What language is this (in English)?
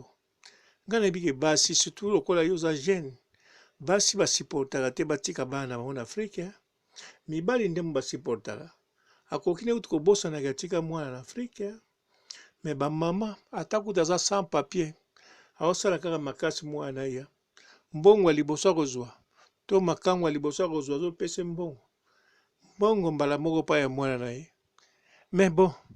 Lingala